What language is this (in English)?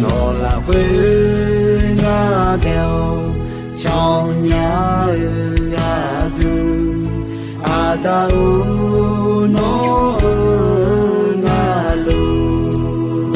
Akha